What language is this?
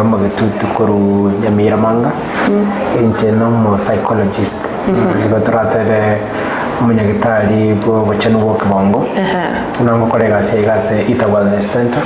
Gusii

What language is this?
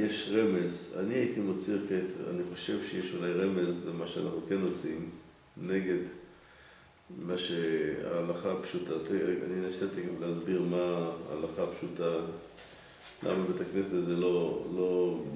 Hebrew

